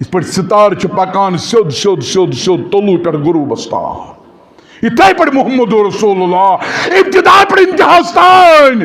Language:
Kashmiri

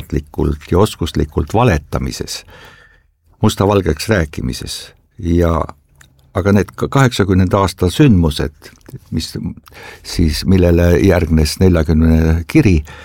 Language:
Estonian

